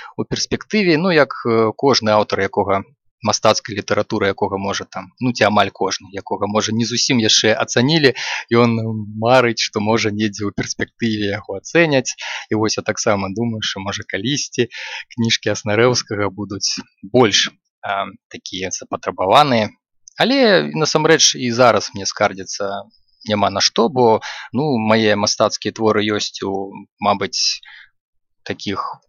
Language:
Belarusian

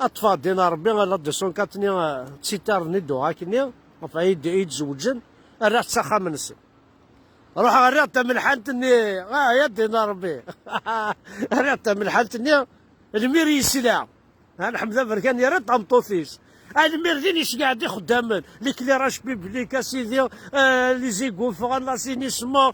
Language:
Kabyle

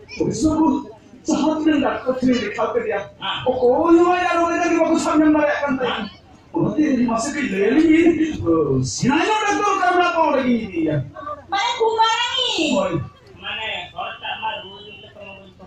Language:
Santali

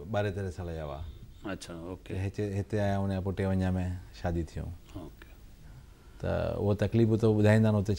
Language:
Sindhi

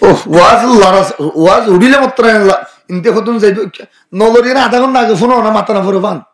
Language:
Rohingya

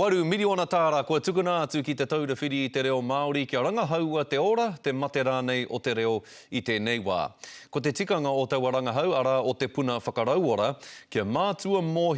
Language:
Māori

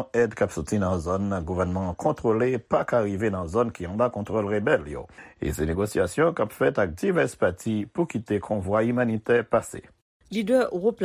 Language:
Haitian Creole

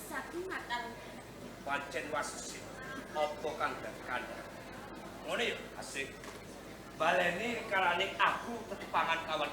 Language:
Javanese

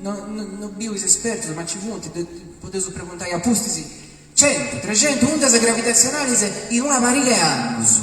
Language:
Sardinian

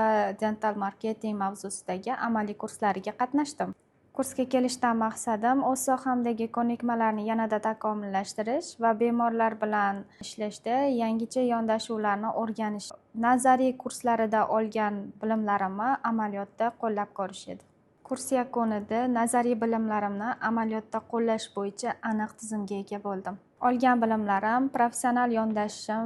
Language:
Uzbek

